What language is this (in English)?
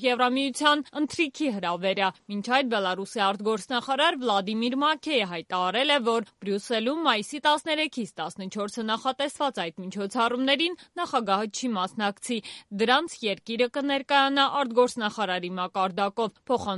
Armenian